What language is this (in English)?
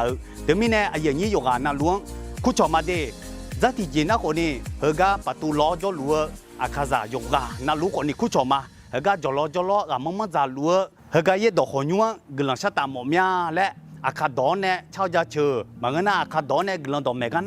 Akha